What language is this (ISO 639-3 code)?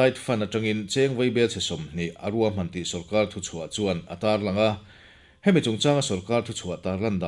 lus